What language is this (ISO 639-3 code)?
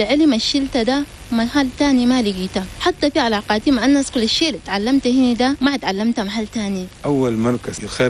shu